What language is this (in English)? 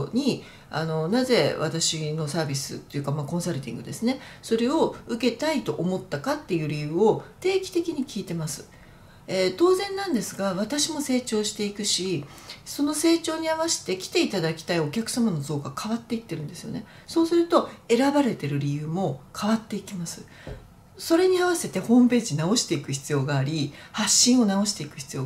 Japanese